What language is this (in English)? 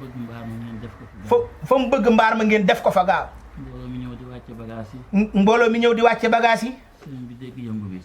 Wolof